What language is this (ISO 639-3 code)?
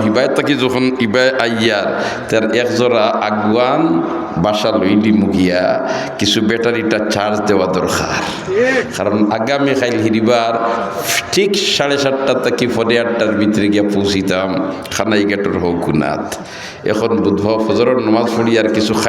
syl